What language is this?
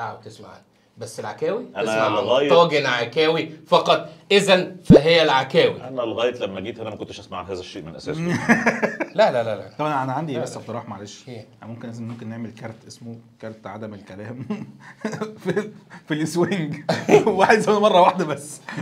Egyptian Arabic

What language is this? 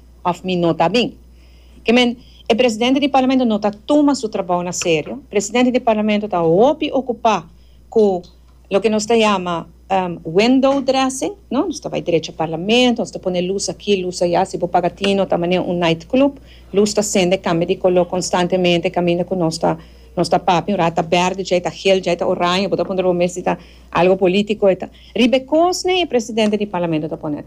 Papiamento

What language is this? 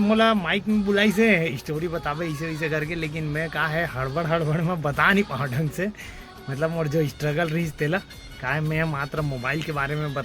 Chhattisgarhi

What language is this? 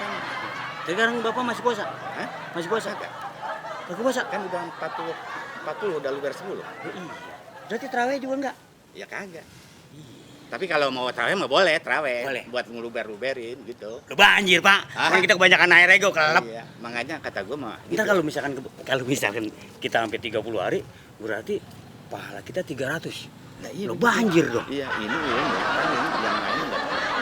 Betawi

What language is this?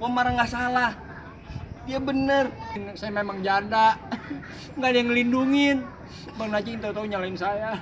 Betawi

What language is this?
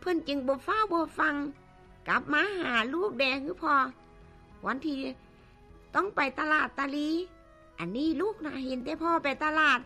Lao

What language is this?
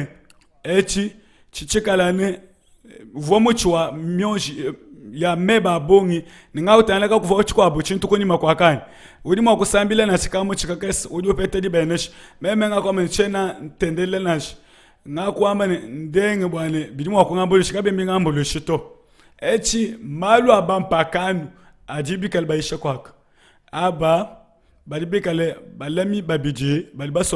Luba-Lulua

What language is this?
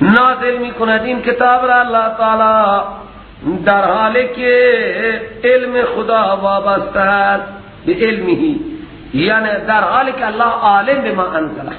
Persian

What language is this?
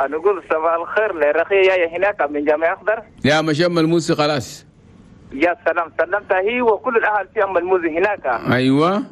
Chadian Arabic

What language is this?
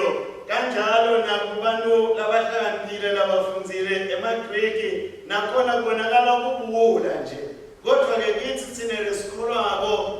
Swati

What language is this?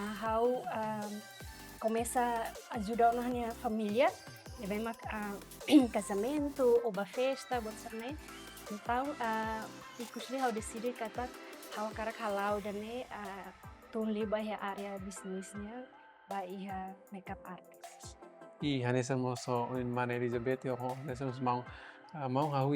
Tetum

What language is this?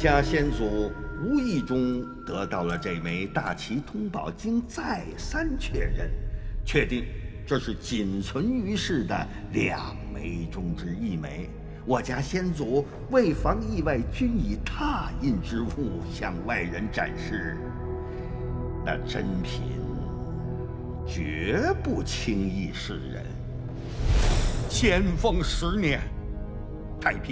Chinese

